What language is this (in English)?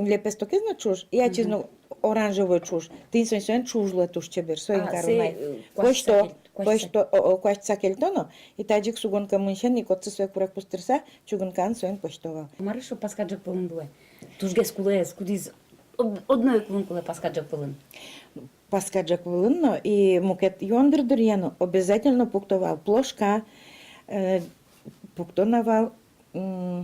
Udmurt